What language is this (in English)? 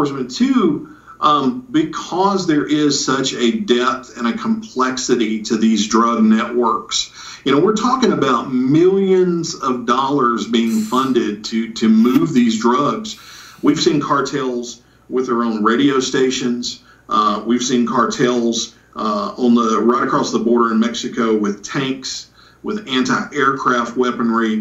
English